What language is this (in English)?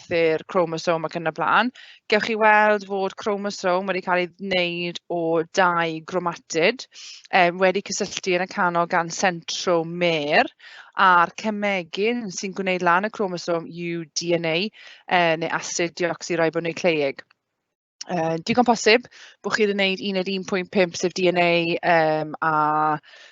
Welsh